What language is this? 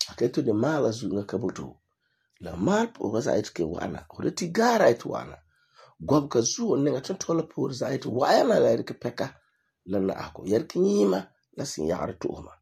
Frafra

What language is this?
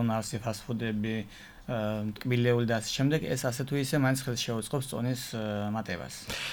Georgian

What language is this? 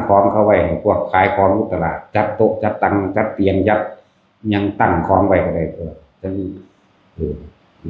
Northeastern Thai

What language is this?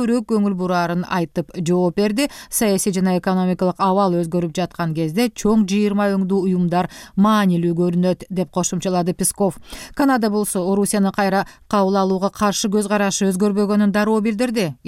Kyrgyz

